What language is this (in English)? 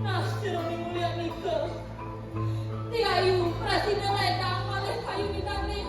Balinese